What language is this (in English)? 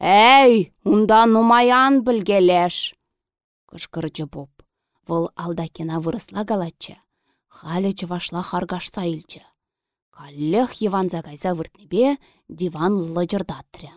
Chuvash